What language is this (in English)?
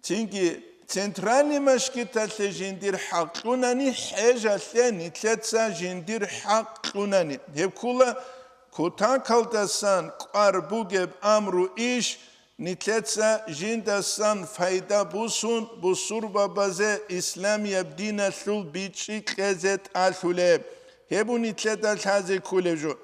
Avaric